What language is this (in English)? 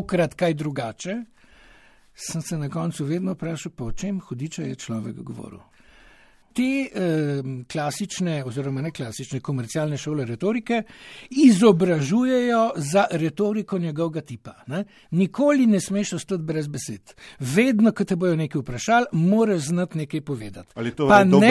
Slovenian